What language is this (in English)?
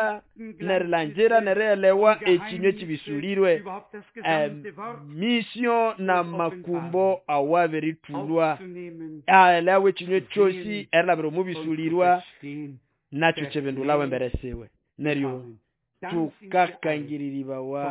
Nande